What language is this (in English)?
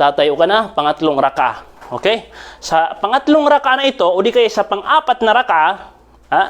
Maranao